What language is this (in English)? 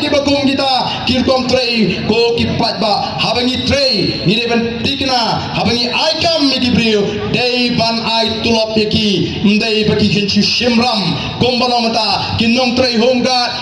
Khasi